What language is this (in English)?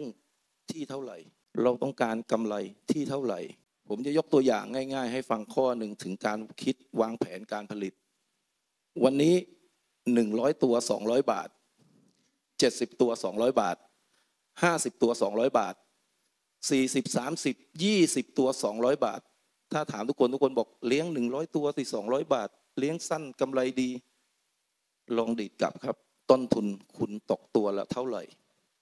Thai